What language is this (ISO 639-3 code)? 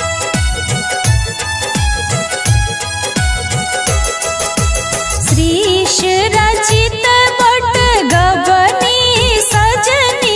mai